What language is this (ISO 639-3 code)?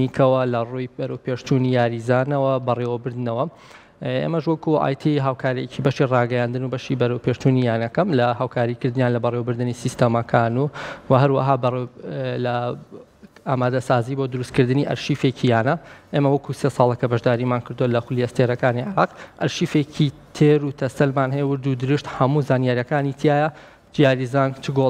ckb